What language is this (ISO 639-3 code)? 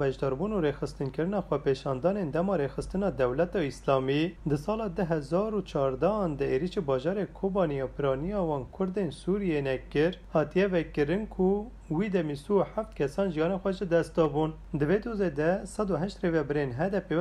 kur